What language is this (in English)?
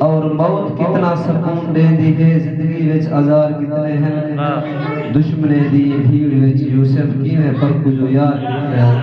Saraiki